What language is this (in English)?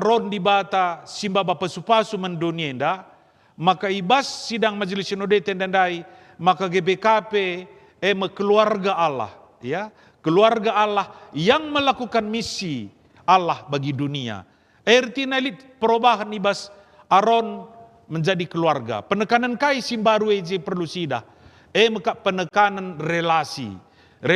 Batak Karo